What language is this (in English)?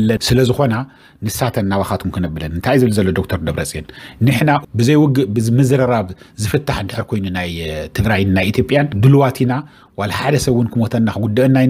Tigrinya